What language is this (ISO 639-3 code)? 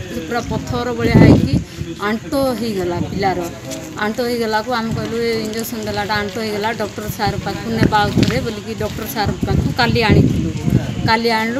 ori